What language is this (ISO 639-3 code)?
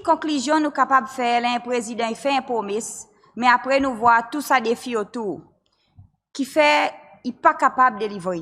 crs